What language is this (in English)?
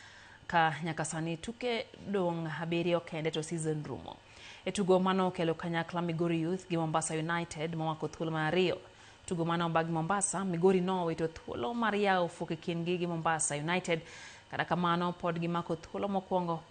Luo (Kenya and Tanzania)